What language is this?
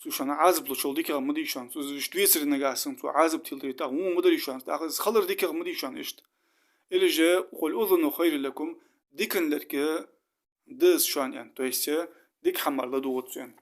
Ingush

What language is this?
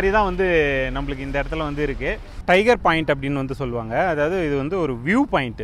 Tamil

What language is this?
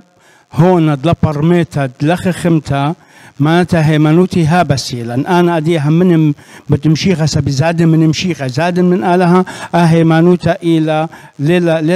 Assyrian Neo-Aramaic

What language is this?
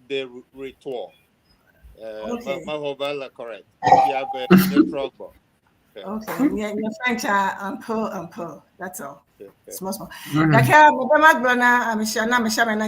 Ewe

